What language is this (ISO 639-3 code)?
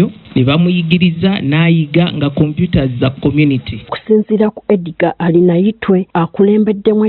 lug